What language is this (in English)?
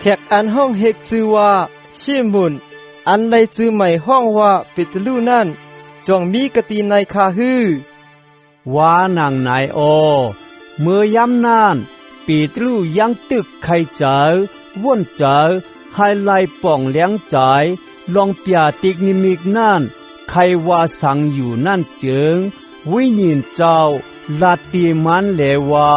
Shan